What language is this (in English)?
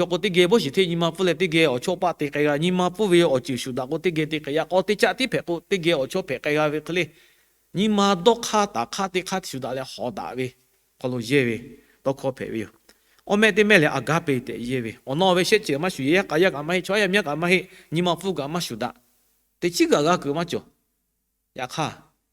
Lahu